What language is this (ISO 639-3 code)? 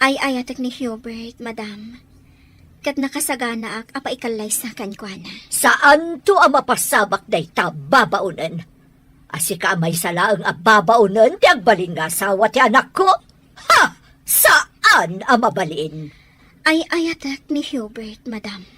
ilo